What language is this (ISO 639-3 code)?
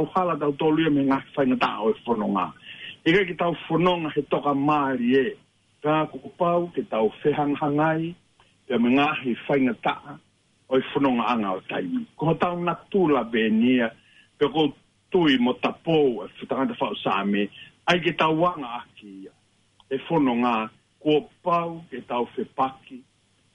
ton